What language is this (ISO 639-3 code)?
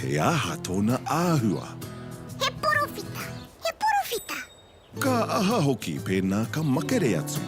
mri